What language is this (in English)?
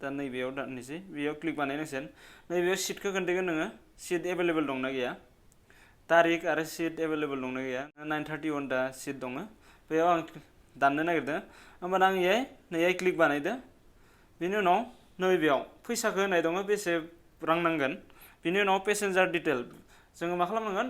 Bodo